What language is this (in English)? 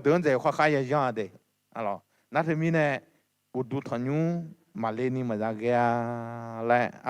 Akha